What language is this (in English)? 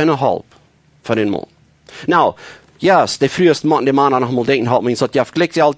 Plautdietsch